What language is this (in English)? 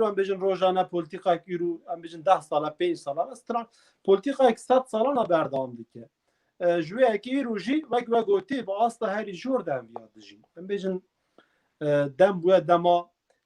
Kurdish